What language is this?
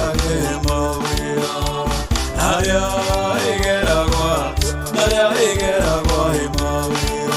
Meru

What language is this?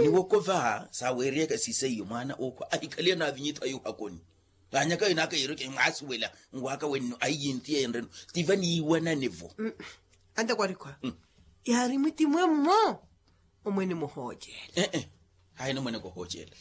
Makhuwa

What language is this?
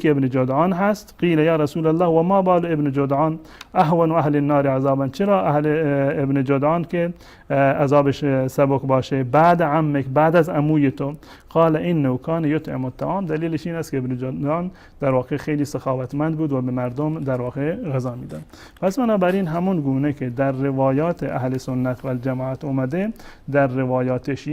Persian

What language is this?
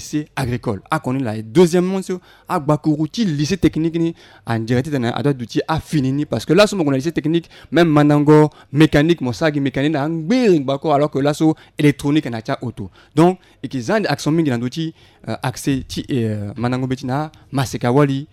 Sango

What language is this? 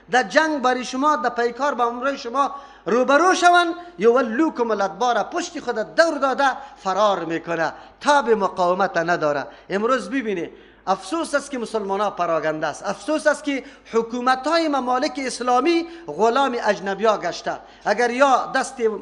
Persian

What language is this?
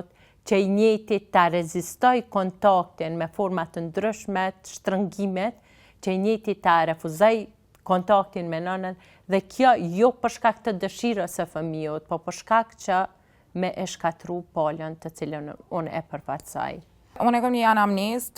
Albanian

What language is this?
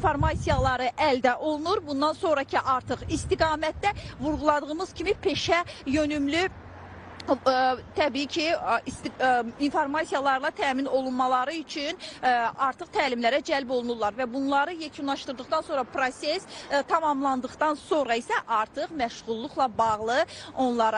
Azerbaijani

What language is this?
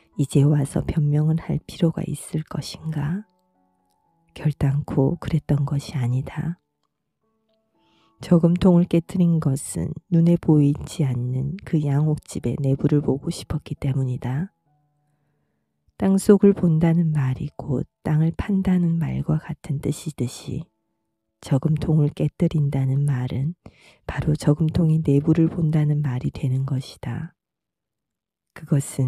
Korean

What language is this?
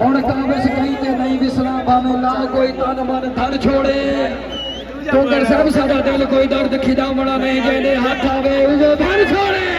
Saraiki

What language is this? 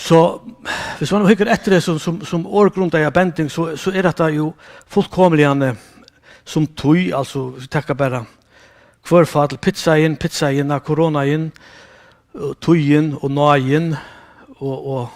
Faroese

